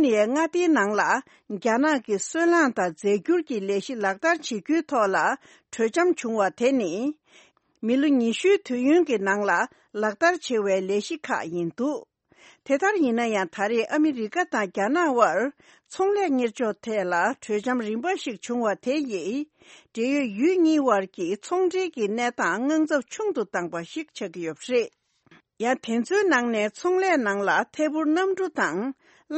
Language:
Tibetan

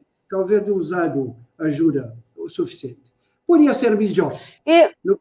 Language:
Kabuverdianu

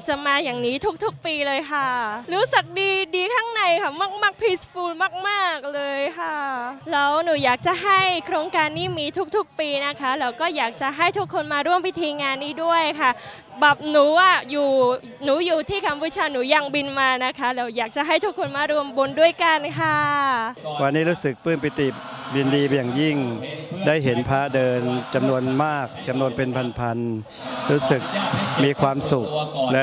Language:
Thai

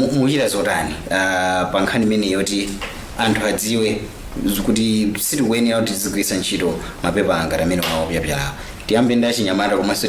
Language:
Nyanja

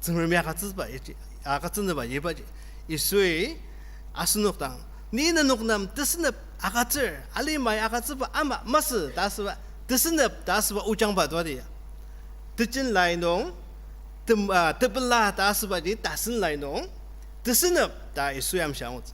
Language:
Ao Naga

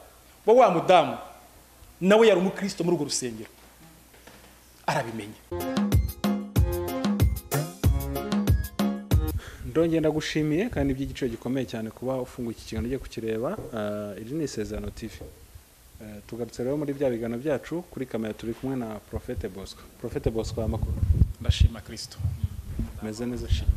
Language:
Kinyarwanda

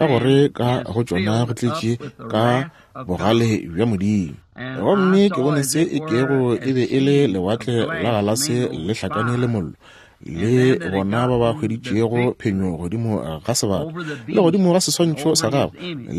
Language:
Northern Sotho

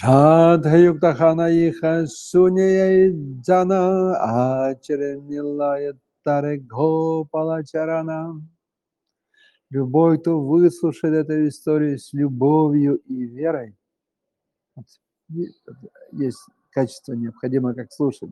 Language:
Russian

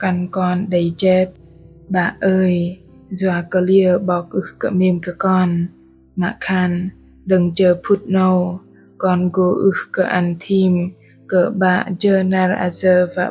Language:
Bahnar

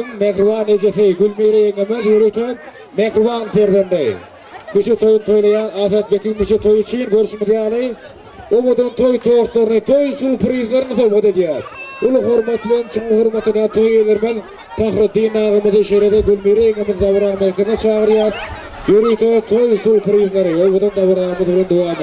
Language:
Turkmen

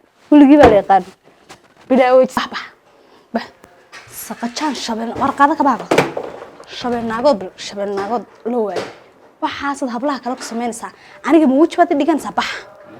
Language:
Somali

